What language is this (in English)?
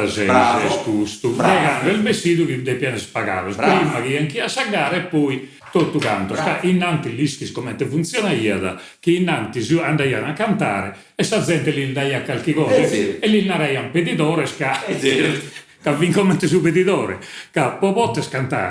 Sardinian